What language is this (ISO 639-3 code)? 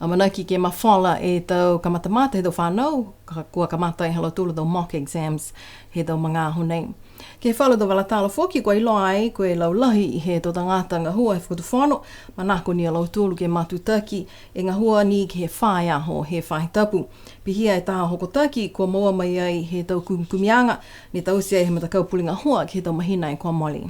niu